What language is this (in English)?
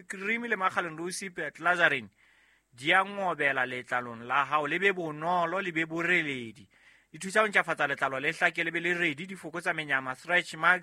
Southern Sotho